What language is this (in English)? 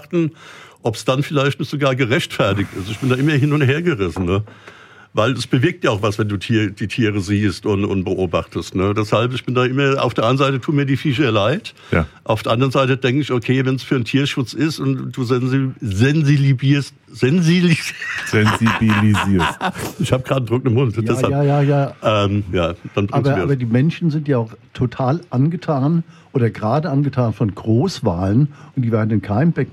German